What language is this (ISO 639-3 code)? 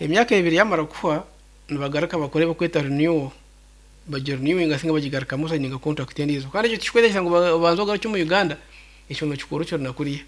nyn